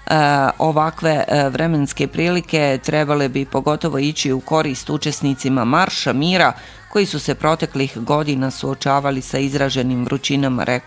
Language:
Bosnian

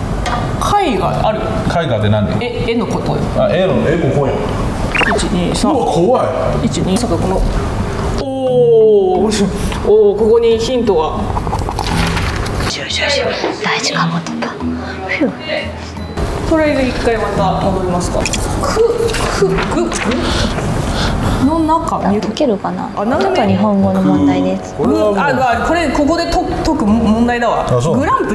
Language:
Japanese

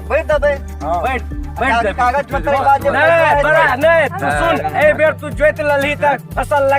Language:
Maithili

